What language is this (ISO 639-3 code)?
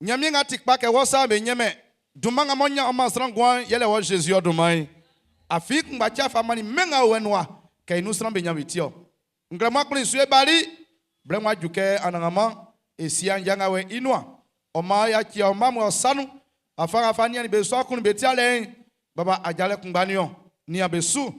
bci